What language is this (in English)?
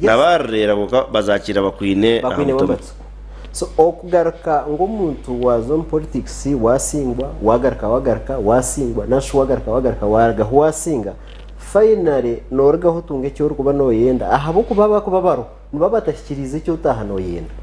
Nyankole